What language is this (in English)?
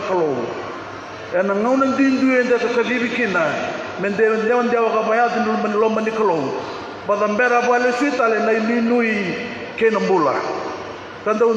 Fijian